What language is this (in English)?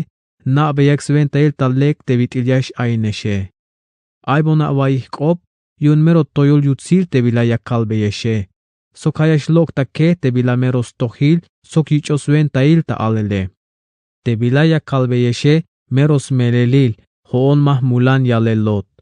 Tzeltal